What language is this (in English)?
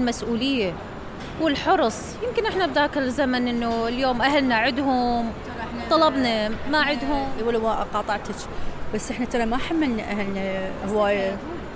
Mesopotamian Arabic